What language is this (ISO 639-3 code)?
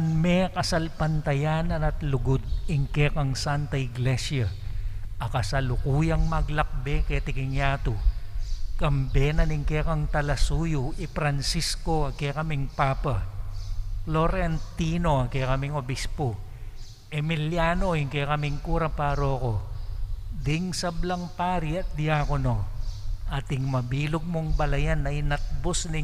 pam